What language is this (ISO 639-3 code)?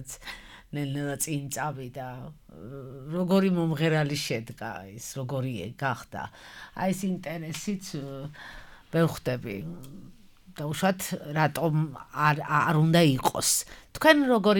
kat